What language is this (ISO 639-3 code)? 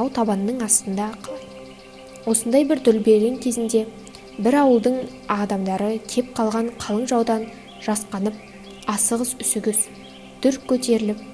kaz